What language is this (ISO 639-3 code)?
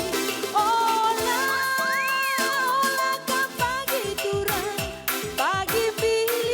btx